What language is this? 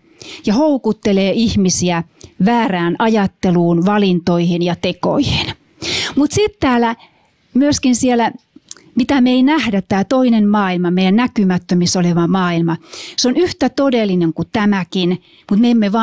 Finnish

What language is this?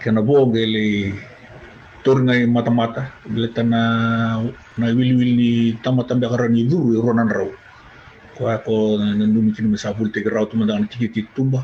Fijian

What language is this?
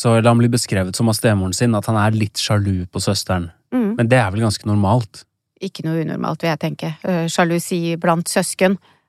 Norwegian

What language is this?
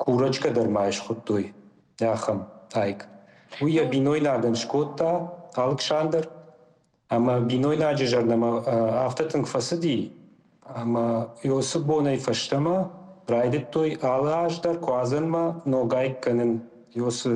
Ossetic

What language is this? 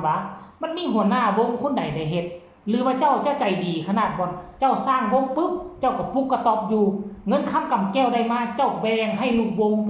Northeastern Thai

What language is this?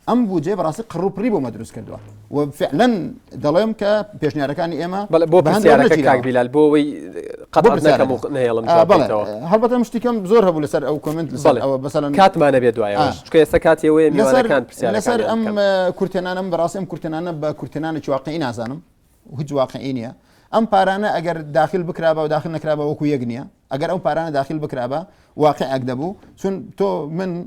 Central Kurdish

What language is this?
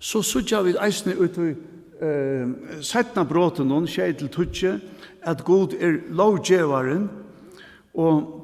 Faroese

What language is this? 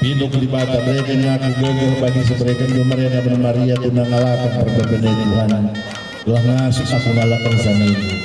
Batak Karo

